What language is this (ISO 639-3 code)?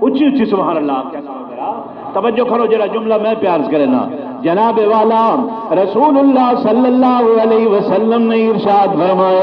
skr